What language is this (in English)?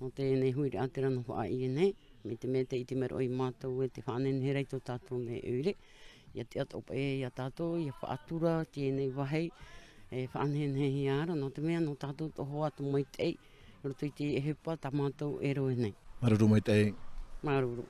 Tahitian